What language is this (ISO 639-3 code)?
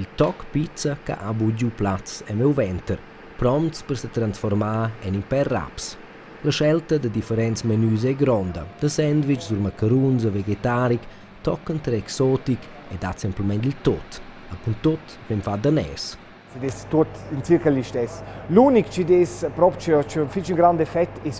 roh